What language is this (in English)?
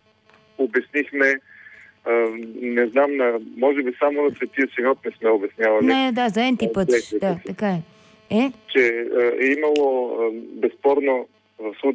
Bulgarian